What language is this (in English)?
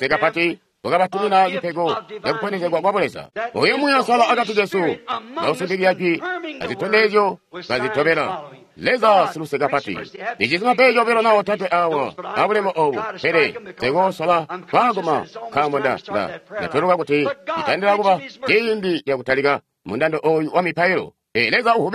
Tonga (Zambia)